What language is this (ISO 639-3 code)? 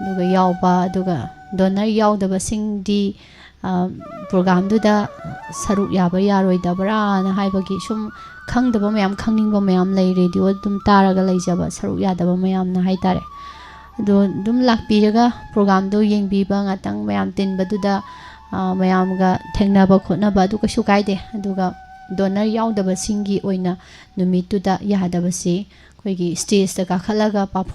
mni